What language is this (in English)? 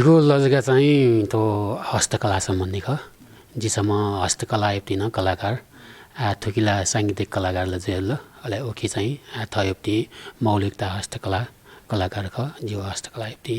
Newari